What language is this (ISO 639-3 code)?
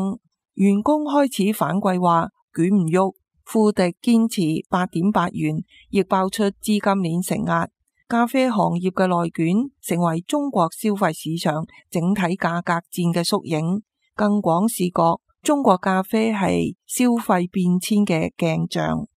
yue